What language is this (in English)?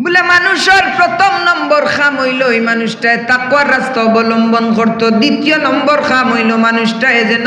Sylheti